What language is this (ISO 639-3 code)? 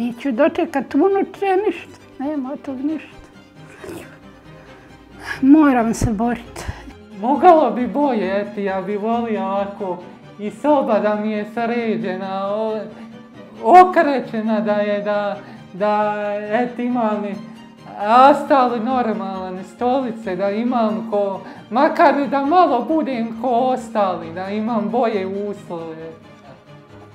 bos